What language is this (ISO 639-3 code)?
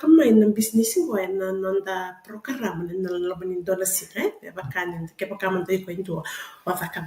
fij